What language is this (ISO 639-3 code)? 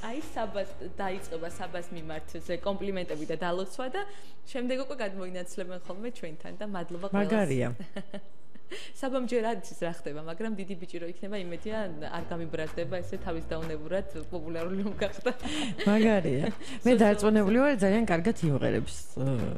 kat